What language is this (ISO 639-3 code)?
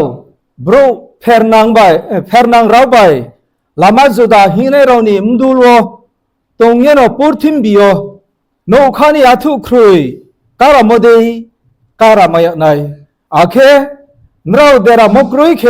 ria